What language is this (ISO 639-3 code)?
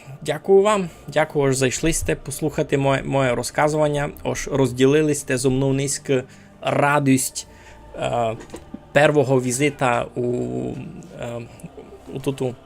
rue